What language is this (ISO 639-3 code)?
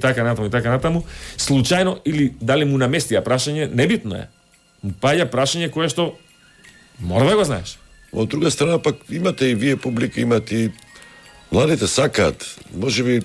mkd